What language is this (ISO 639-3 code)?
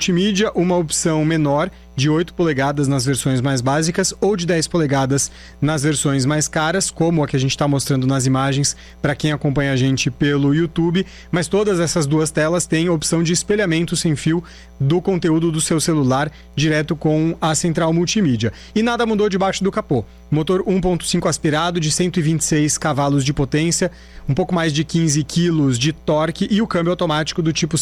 por